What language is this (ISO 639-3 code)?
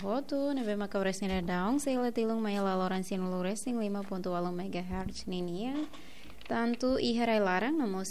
tet